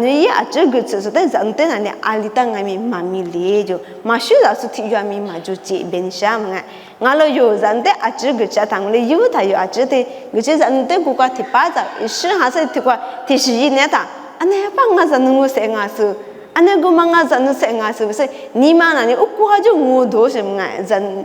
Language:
Lisu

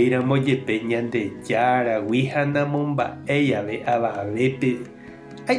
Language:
Guarani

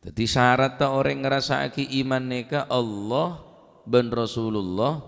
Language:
Madurese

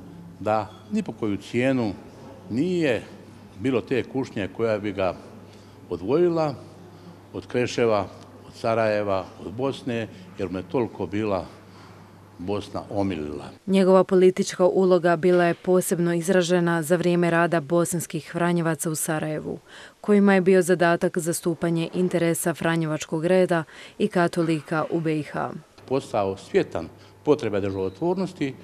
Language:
Croatian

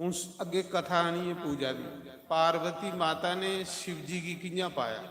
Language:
Dogri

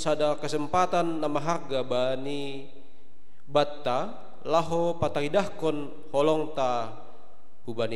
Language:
Batak Simalungun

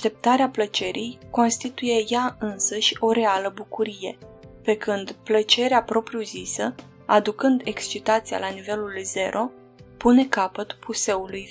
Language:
Romanian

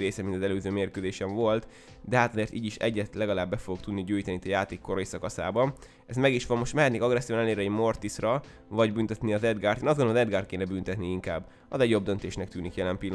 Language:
Hungarian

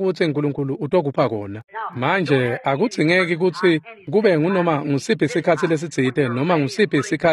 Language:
Swati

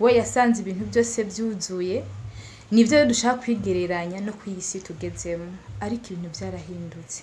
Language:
Rundi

